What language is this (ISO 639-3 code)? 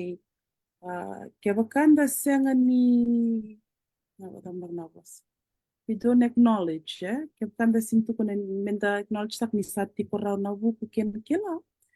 fij